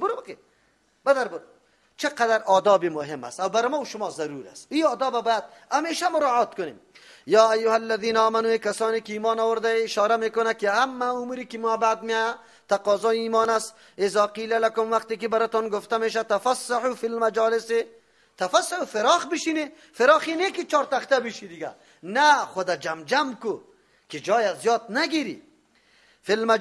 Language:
Persian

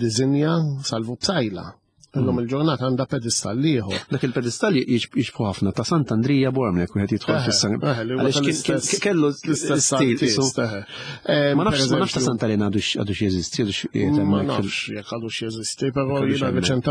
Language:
Maltese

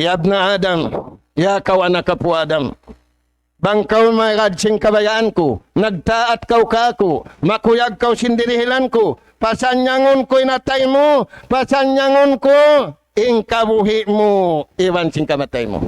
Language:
Tausug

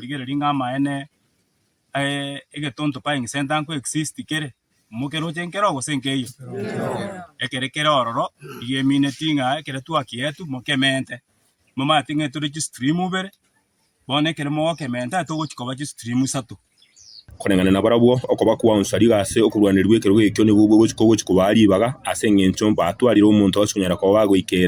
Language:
Gusii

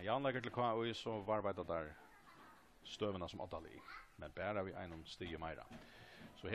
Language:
Faroese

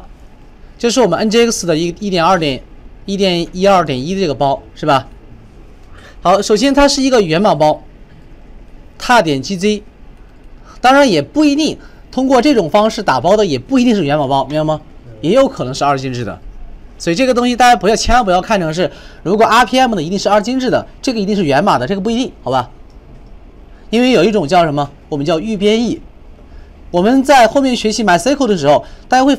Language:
Chinese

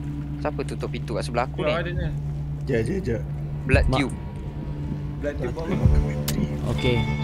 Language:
Malay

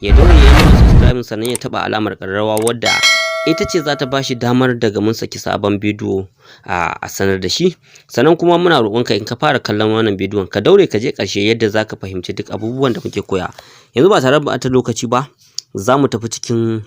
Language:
Hausa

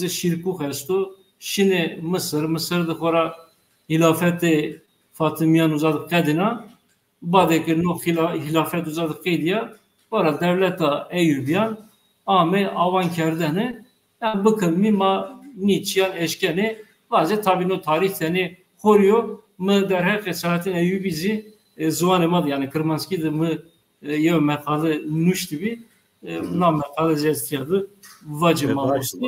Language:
Zaza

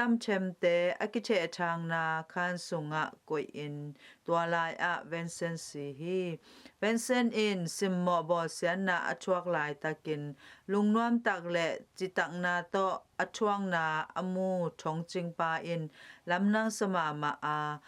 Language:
Tedim Chin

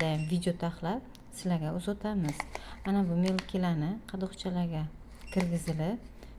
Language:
Uzbek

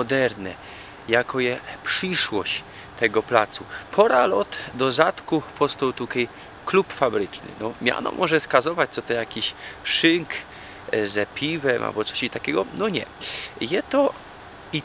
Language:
Silesian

